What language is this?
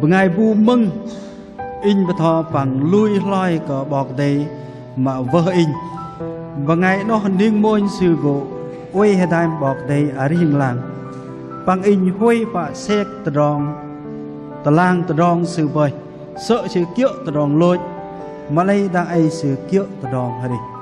Bahnar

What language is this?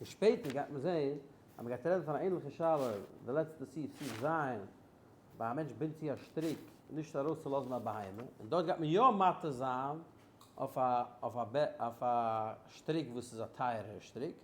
Yiddish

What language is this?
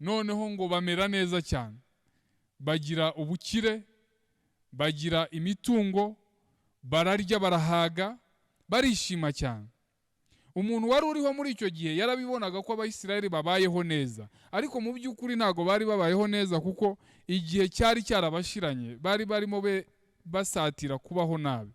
Kinyarwanda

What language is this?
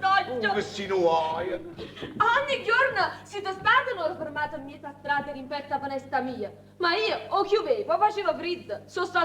Neapolitan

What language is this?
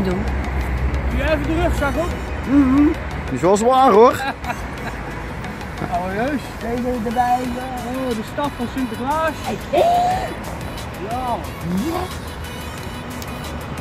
Dutch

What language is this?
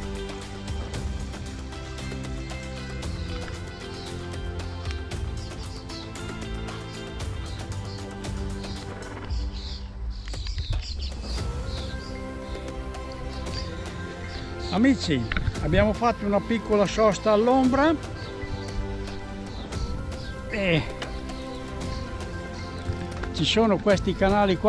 Italian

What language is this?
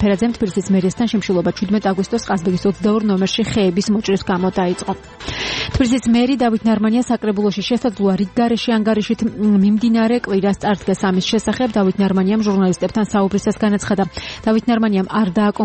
Georgian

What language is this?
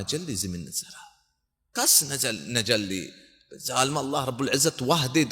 Baluchi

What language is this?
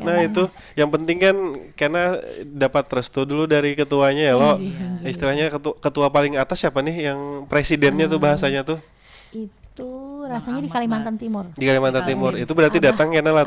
Banjar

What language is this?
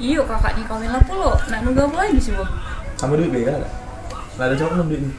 Musi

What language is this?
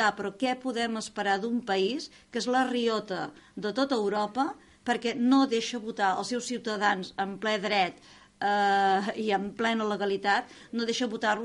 Catalan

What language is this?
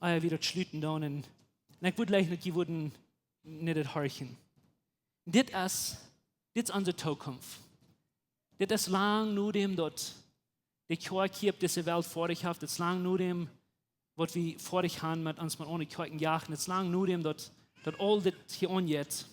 Plautdietsch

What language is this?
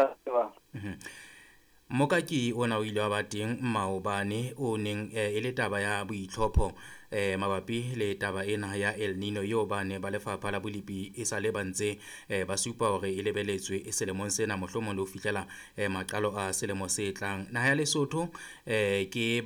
Southern Sotho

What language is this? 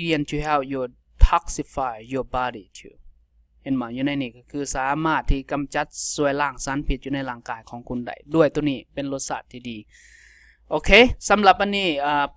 Lao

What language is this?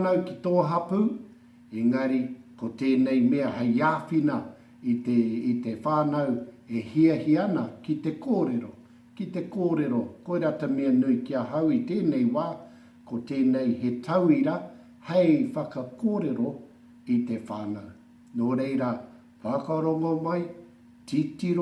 Māori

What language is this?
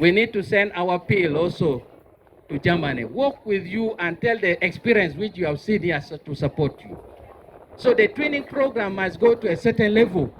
Acoli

